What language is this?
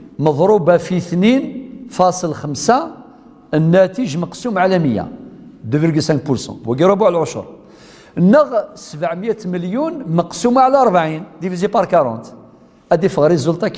Kabyle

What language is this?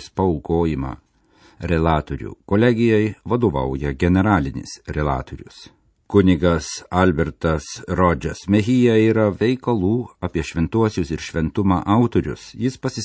Lithuanian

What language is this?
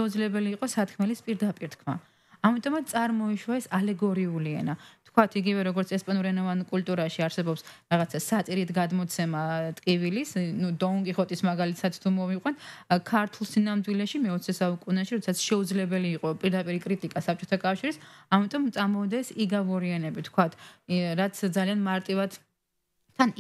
Georgian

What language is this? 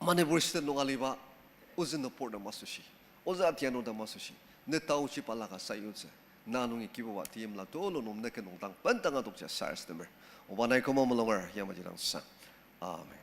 Ao Naga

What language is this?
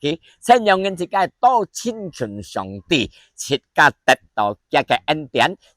Hakka Chinese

